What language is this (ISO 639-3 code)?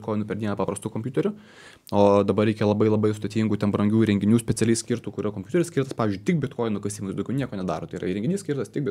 lit